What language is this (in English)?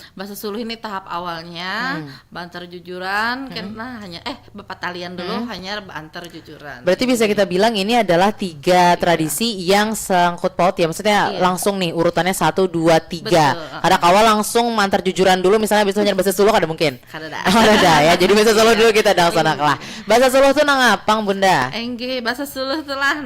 Banjar